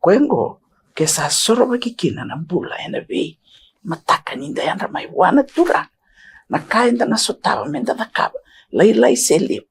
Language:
Fijian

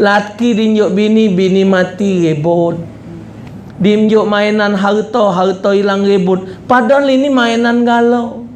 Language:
Musi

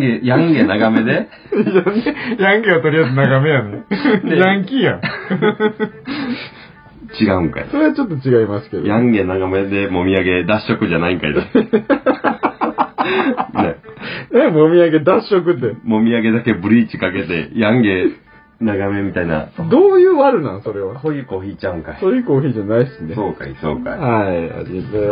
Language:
Japanese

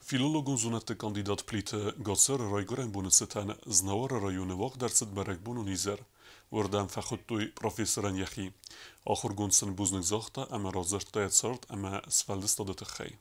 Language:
Ossetic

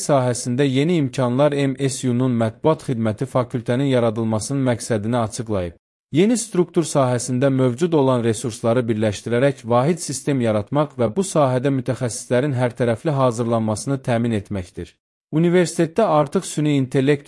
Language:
Azerbaijani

